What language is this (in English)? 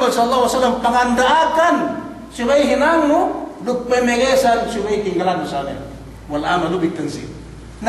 Yakan